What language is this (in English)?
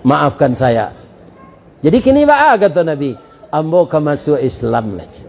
Minangkabau